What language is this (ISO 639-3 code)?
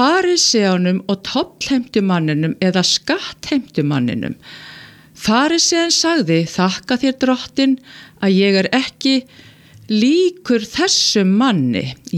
isl